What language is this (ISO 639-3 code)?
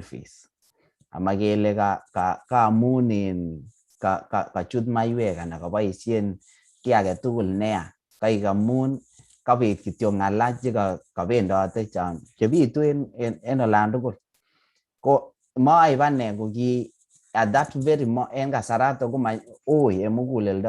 kln